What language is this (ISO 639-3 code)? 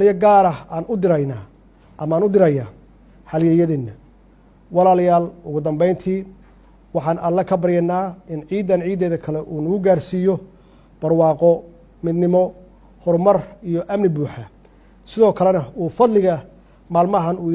som